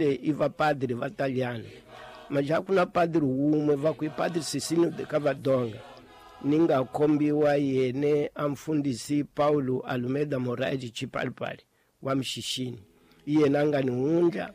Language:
Tsonga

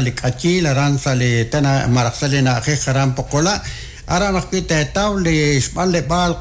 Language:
Kekchí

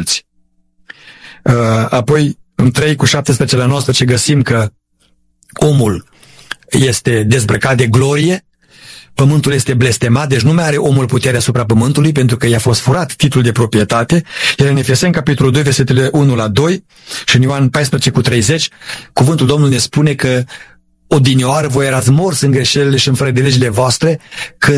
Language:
Romanian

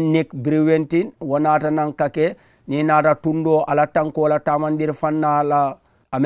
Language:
Mandingo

